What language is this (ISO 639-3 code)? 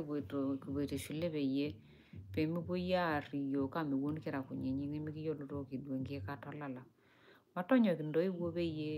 mas